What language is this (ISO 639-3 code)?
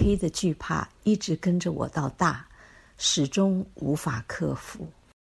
zho